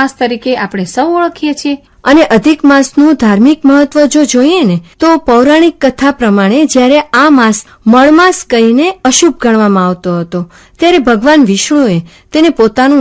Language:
Gujarati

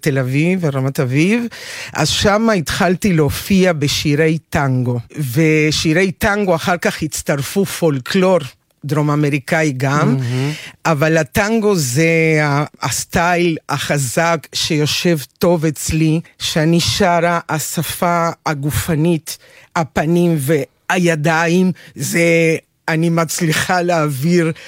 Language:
Hebrew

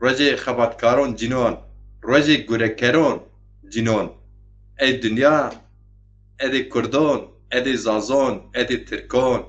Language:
Zaza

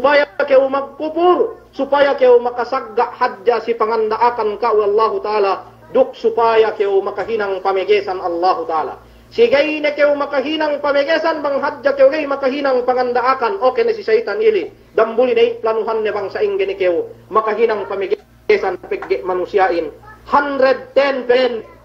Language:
Yakan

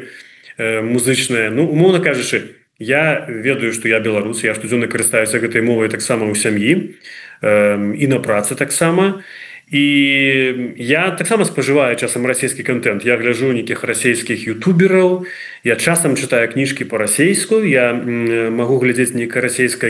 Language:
Belarusian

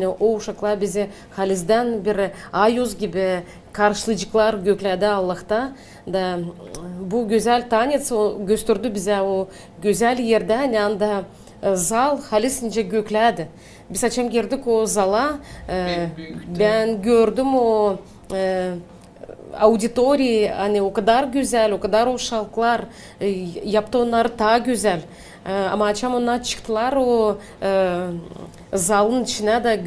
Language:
Gagauz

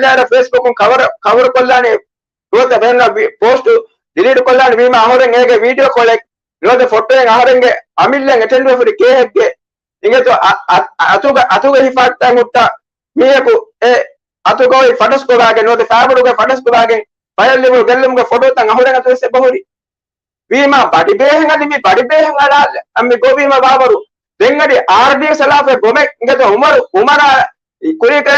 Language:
Divehi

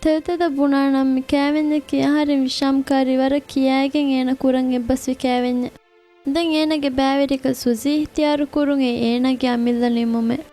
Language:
Divehi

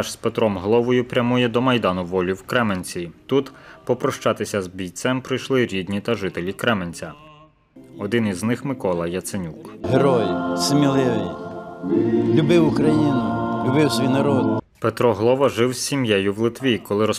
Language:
Ukrainian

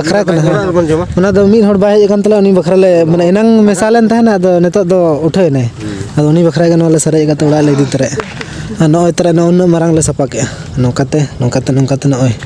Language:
Santali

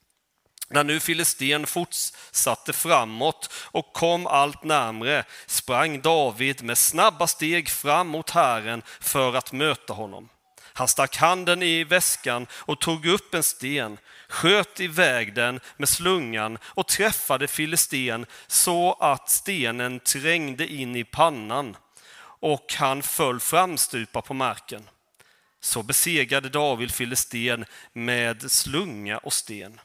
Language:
Swedish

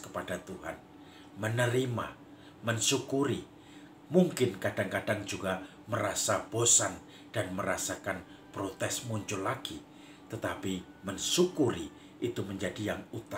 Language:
Indonesian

